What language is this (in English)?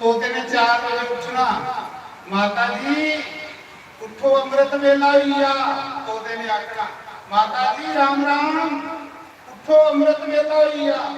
Dogri